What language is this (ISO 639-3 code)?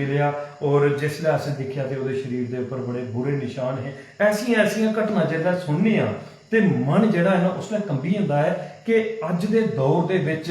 doi